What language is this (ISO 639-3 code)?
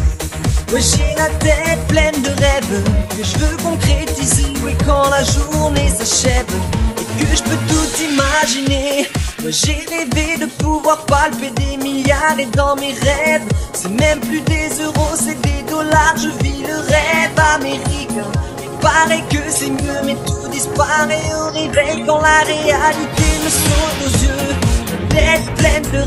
fra